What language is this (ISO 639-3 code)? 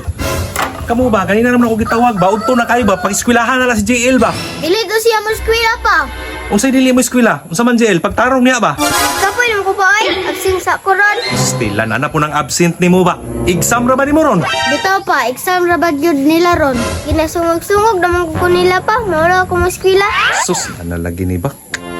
ceb